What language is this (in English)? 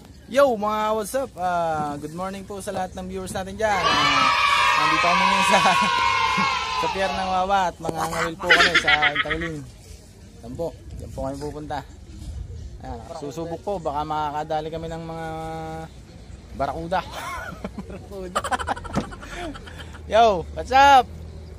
Filipino